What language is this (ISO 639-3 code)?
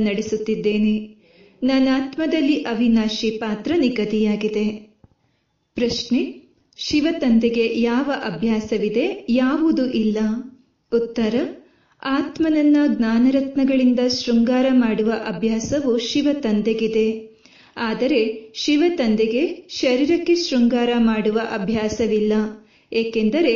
kan